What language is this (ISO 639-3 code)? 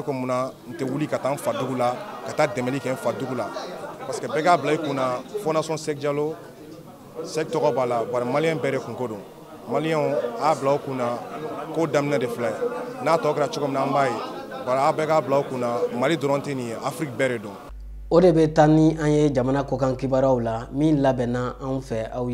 bam